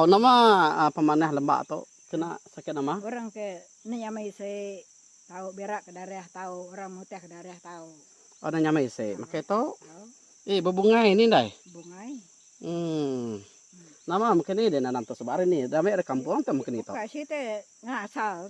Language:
Iban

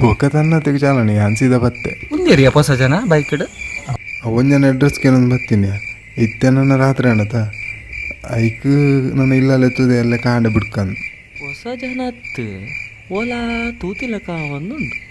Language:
Tulu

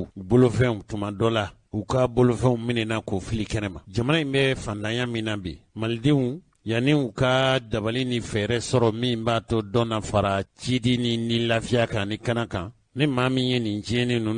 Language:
Bambara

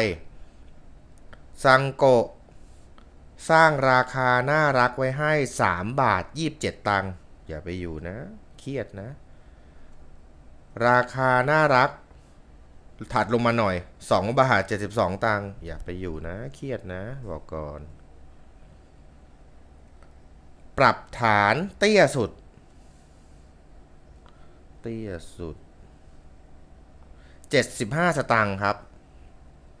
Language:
Thai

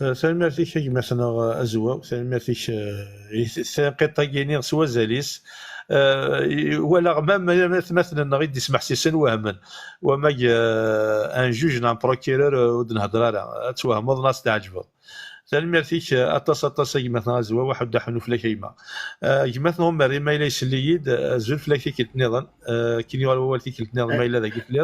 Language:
Kabyle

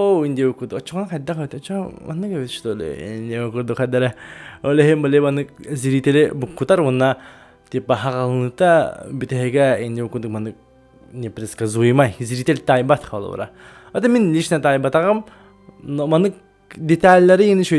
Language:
Yakut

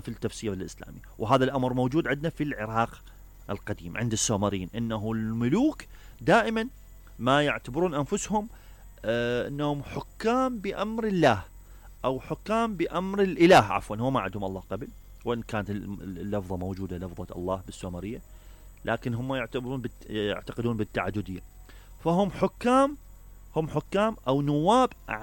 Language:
Mesopotamian Arabic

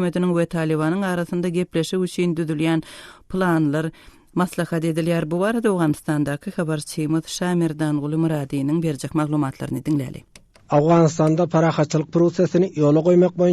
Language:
Turkmen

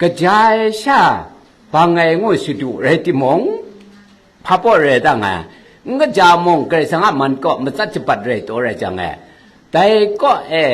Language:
Kachin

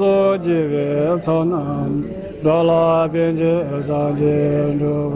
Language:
Tibetan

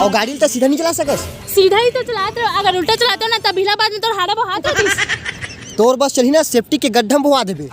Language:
Chhattisgarhi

